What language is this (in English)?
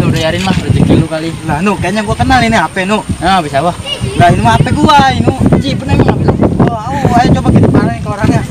Betawi